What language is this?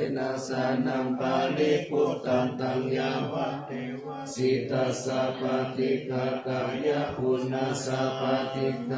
Pali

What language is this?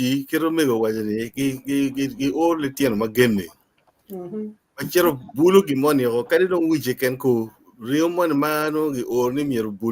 Acoli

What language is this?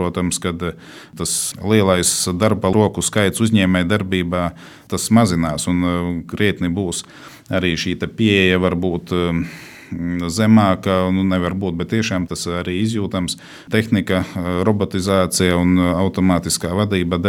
Latvian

